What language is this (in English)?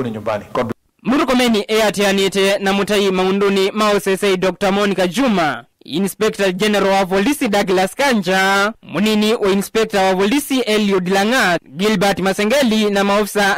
Kamba